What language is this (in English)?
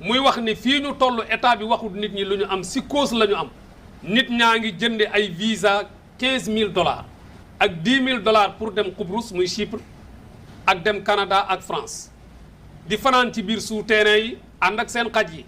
Wolof